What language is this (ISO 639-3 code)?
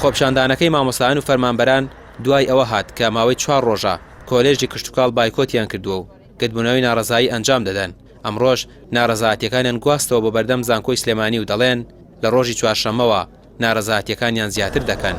ckb